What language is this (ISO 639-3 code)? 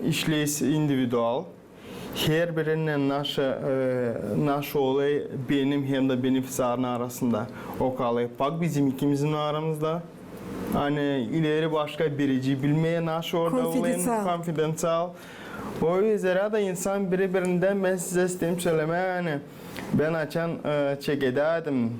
gag